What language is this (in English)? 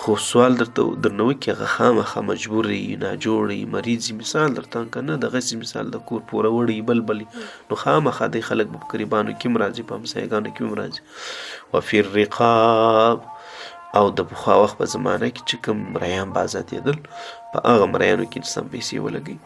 Pashto